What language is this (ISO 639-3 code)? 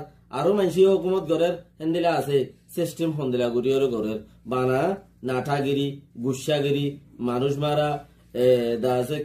rhg